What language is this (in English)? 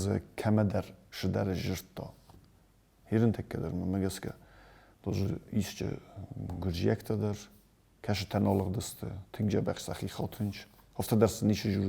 Ossetic